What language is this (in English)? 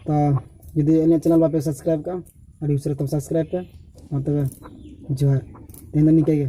Santali